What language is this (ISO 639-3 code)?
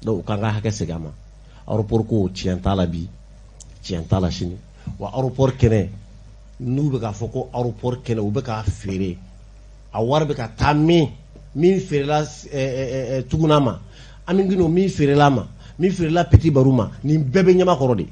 bam